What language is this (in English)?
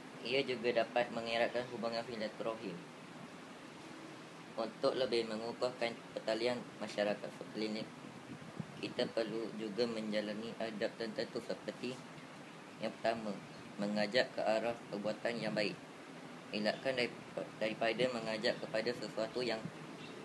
Malay